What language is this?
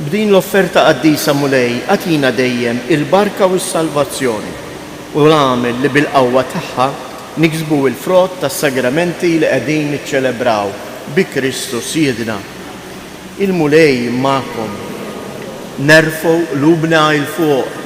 Maltese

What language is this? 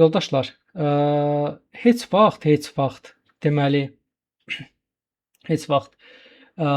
Azerbaijani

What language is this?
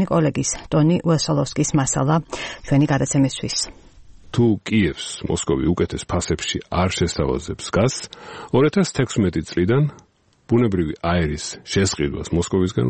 Georgian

